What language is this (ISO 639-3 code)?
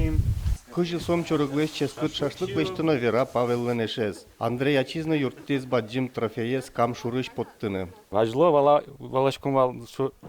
udm